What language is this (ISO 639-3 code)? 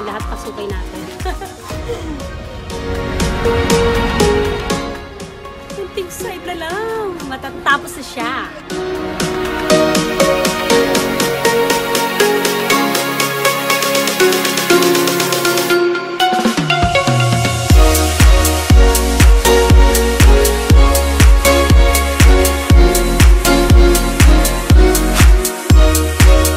fil